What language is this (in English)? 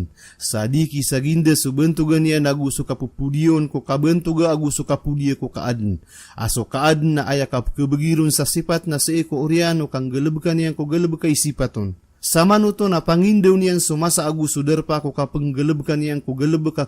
Maranao